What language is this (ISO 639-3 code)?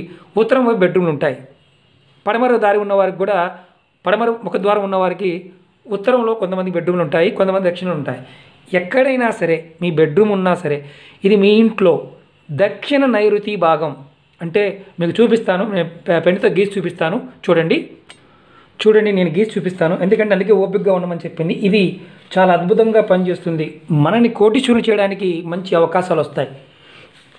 tel